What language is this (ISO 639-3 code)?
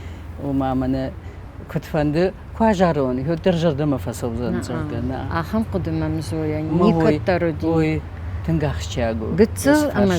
oss